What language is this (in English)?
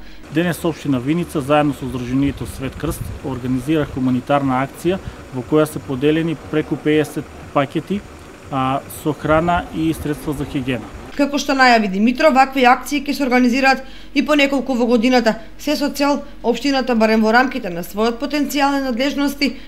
Macedonian